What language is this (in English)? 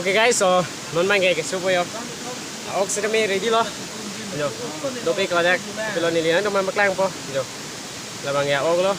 Karbi